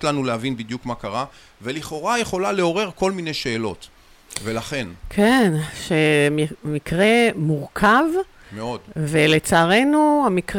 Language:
Hebrew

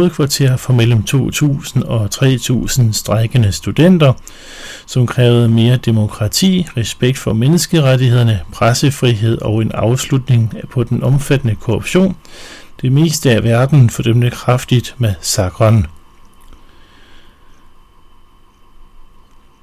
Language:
Danish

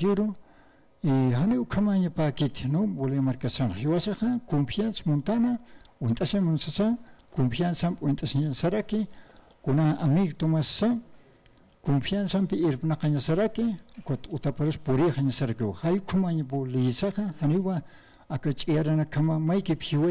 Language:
Aymara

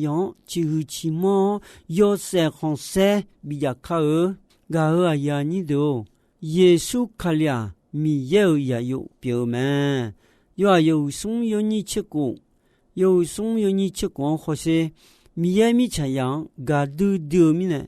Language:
Akha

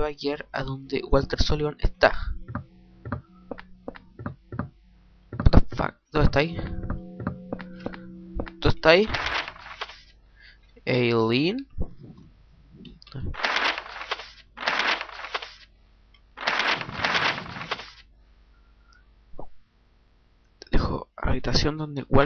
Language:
Spanish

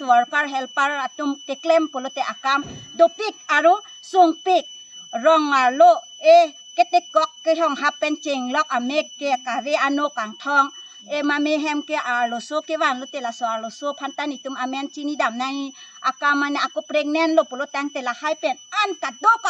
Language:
Karbi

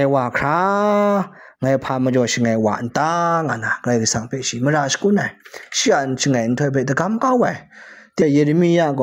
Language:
Kachin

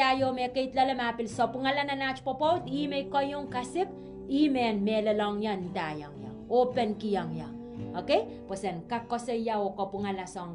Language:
Pohnpeian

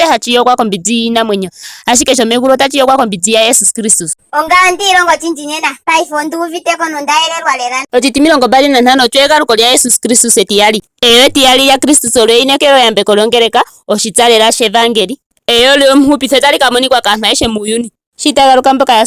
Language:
Ndonga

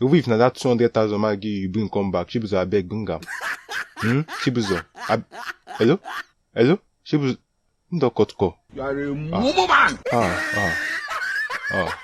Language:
Nigerian Pidgin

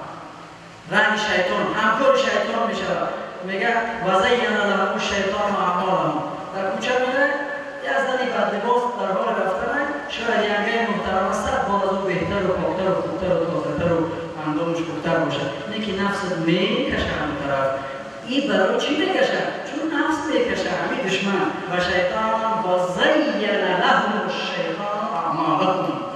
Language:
Tajik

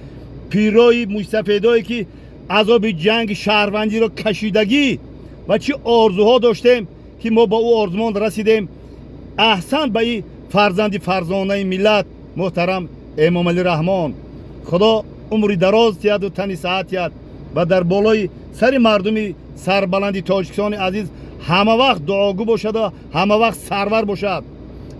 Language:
Tajik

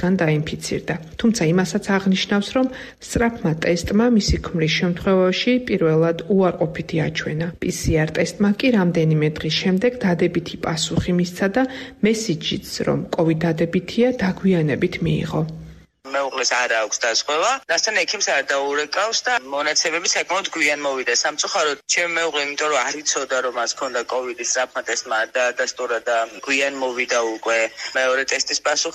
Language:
Georgian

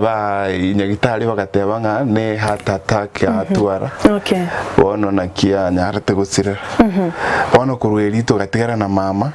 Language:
Gusii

